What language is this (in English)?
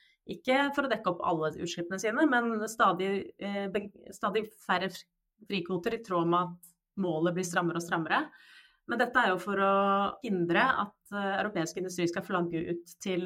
Norwegian